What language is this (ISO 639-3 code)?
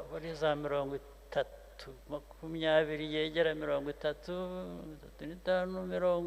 kin